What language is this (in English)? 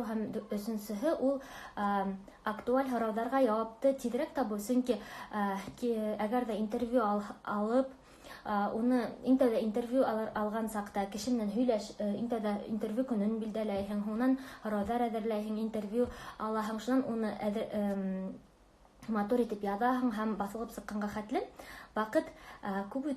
Bashkir